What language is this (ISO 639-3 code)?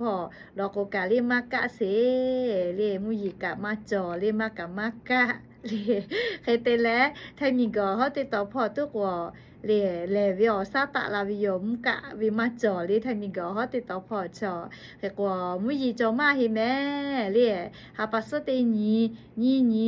lhu